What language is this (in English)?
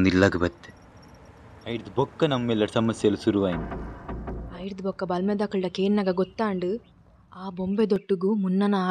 Tulu